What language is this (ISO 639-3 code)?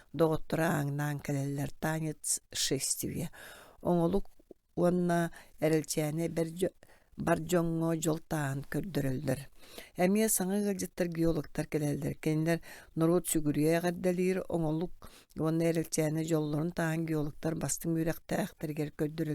sah